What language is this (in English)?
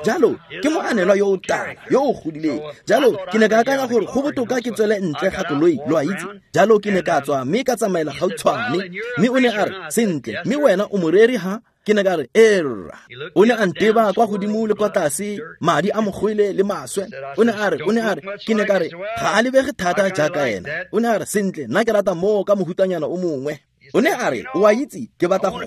Tswana